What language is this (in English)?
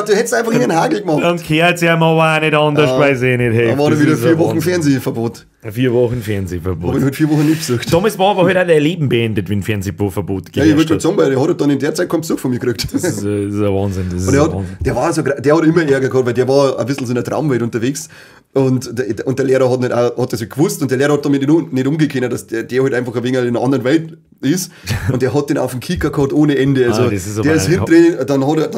Bavarian